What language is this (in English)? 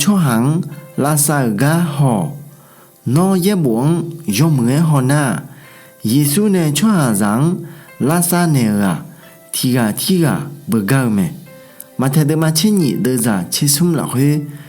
Akha